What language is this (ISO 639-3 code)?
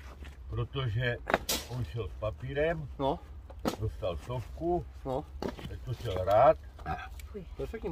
ces